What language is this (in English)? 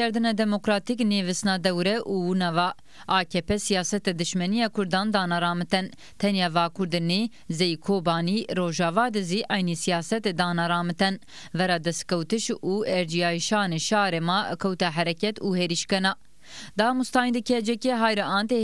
Zaza